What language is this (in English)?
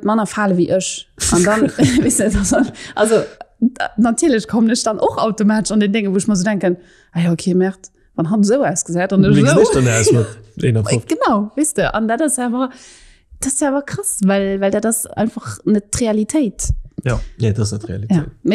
Luxembourgish